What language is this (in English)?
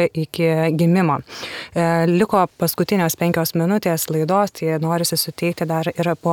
Lithuanian